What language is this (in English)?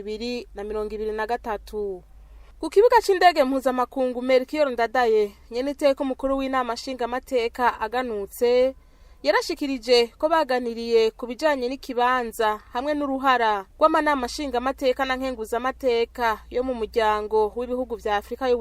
Rundi